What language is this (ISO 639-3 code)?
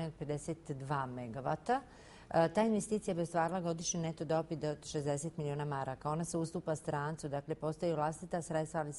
bos